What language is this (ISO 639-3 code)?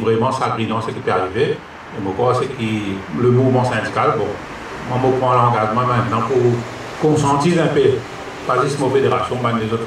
mfe